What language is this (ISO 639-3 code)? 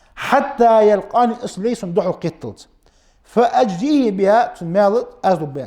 inh